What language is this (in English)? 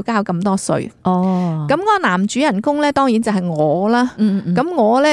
Cantonese